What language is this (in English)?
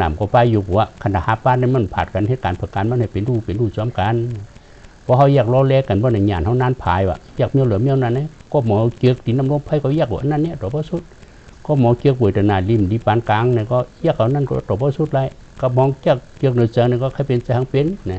Shan